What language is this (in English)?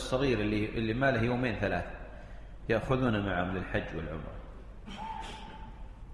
Arabic